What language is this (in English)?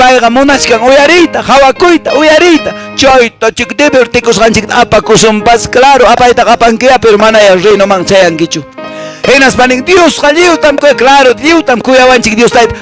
Quechua